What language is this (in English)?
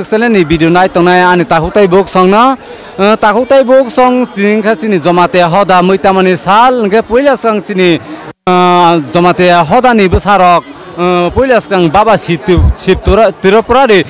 Kok Borok